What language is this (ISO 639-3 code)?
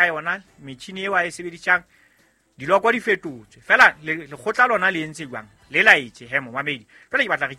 sot